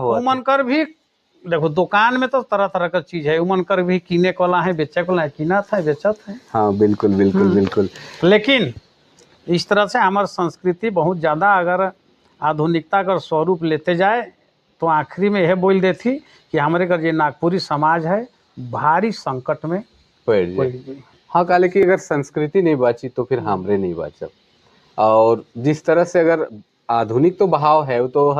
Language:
Sadri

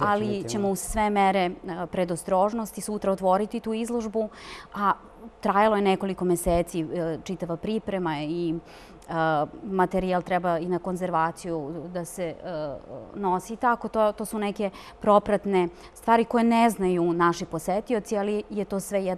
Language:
Serbian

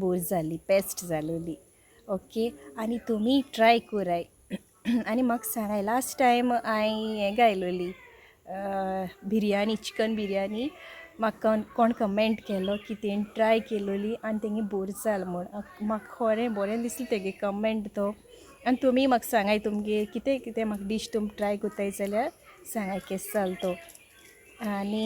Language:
Konkani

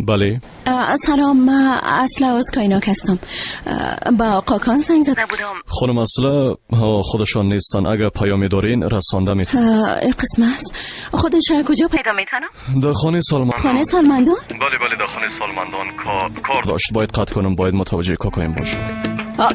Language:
Persian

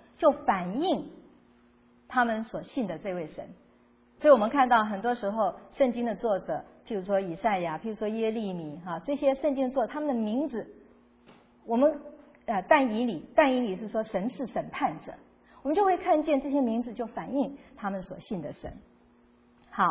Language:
Chinese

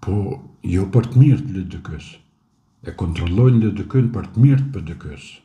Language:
Albanian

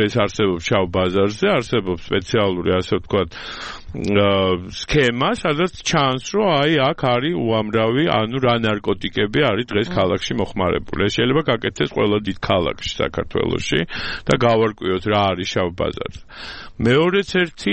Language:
Georgian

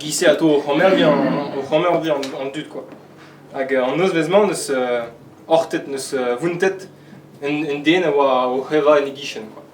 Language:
Breton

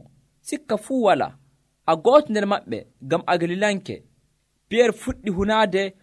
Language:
Nigerian Fulfulde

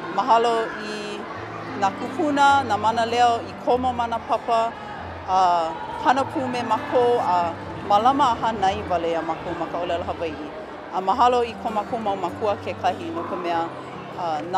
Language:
Hawaiian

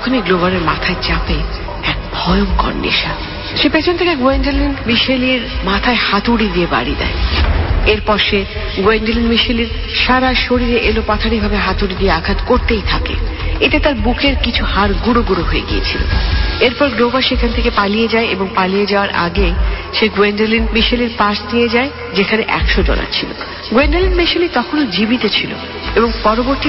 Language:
Bangla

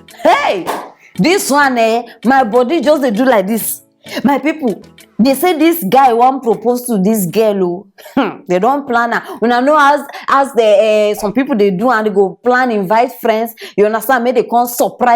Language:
Nigerian Pidgin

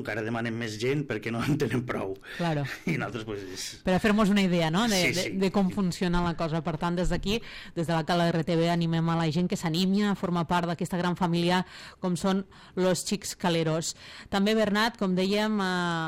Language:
Catalan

